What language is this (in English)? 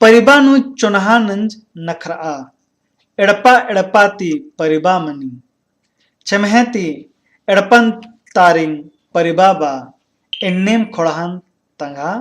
Kurukh